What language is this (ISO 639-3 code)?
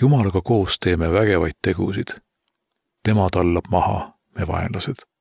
est